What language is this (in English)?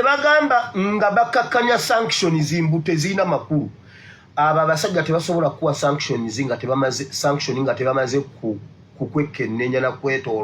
Ganda